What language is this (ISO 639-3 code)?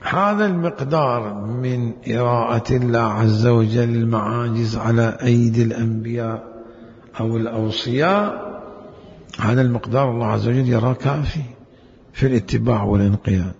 acm